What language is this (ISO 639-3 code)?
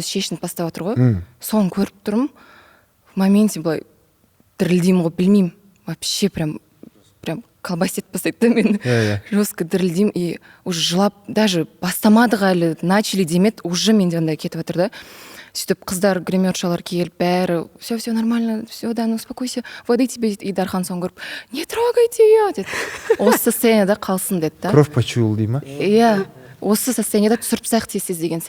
kaz